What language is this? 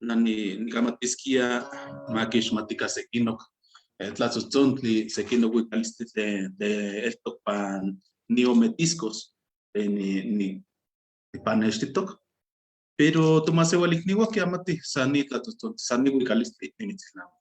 Eastern Huasteca Nahuatl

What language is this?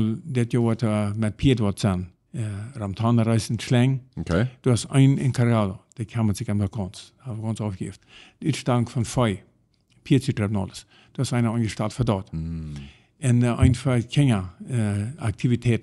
Plautdietsch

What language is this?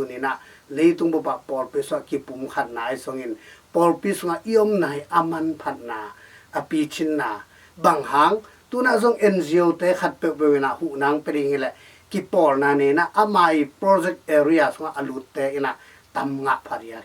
Tedim Chin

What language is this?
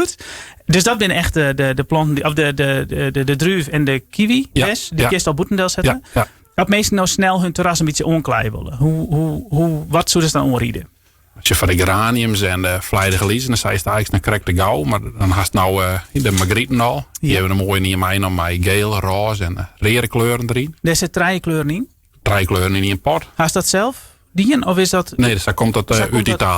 Western Frisian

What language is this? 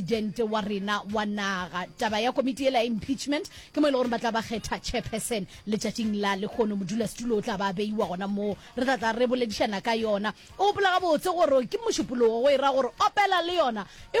Northern Sotho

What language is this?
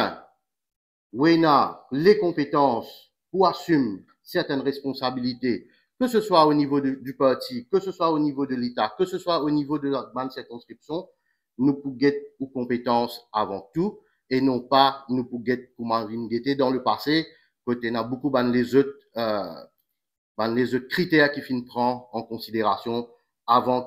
Morisyen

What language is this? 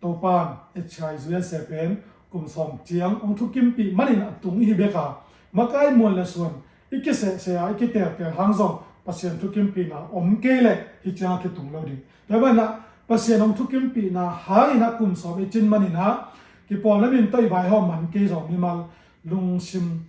Tedim Chin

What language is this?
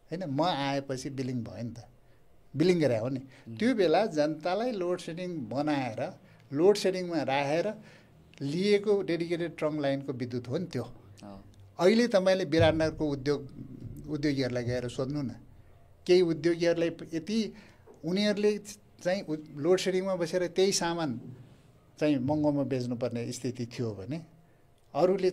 Nepali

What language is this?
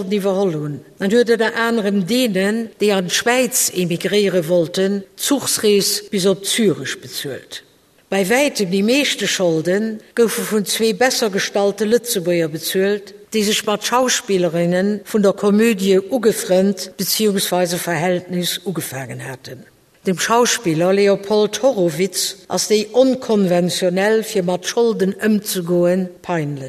Luxembourgish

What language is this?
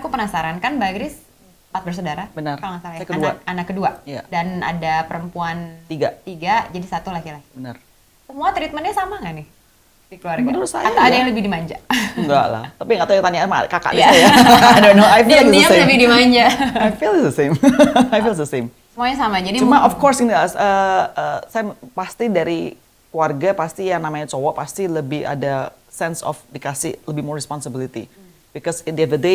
Indonesian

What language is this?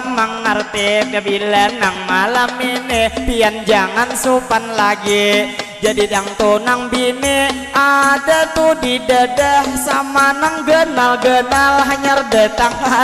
Banjar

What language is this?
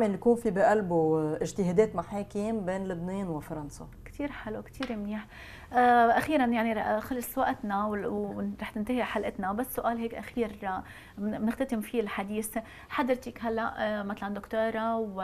North Levantine Arabic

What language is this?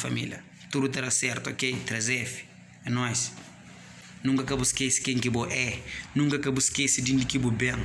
Kabuverdianu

